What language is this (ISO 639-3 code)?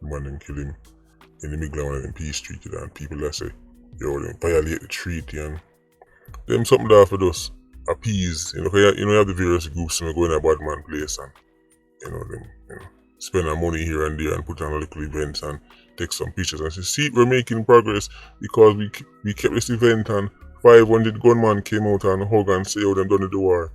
jam